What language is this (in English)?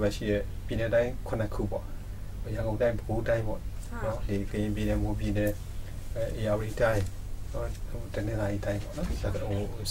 Burmese